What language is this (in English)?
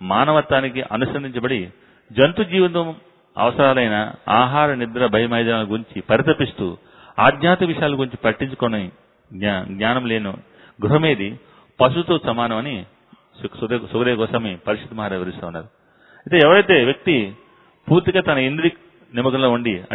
Telugu